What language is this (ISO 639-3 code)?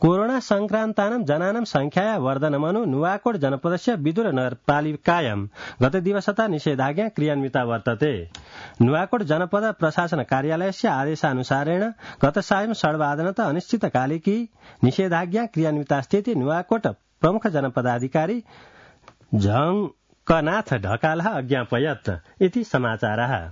san